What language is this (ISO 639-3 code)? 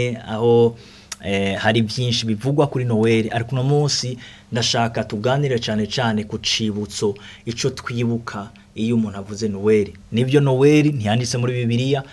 run